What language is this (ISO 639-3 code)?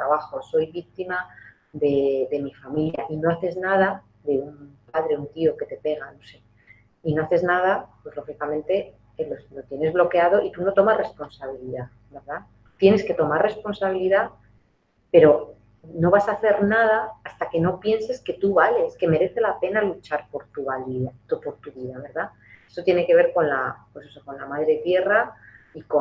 spa